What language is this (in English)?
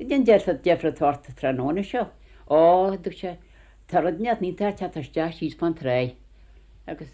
Irish